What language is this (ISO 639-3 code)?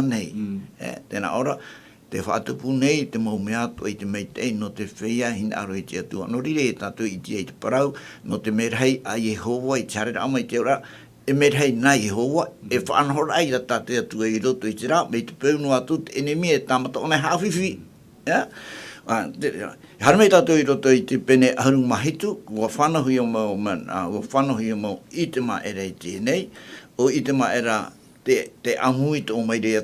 tah